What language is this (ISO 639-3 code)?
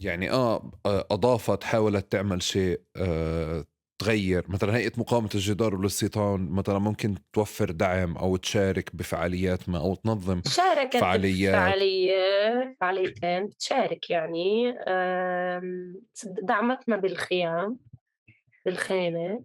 apc